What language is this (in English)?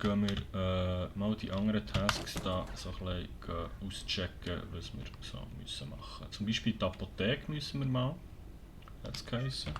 Swiss German